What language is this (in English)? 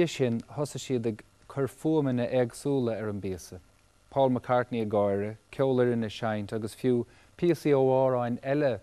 Irish